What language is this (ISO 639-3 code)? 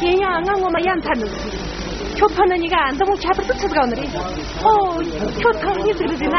bod